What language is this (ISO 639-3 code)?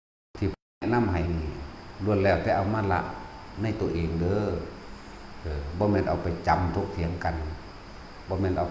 tts